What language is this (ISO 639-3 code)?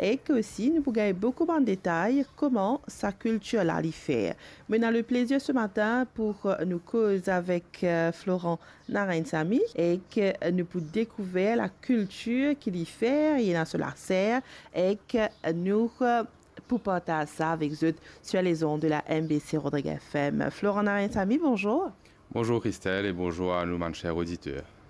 mfe